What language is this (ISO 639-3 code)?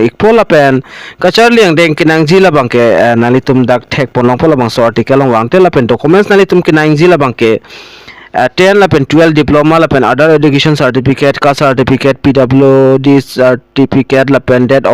mjw